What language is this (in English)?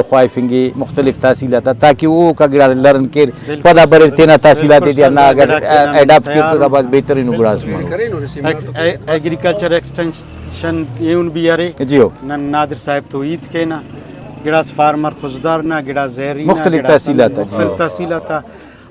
Brahui